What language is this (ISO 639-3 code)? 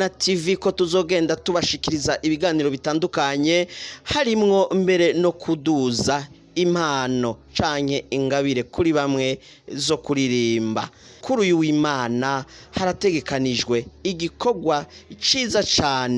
run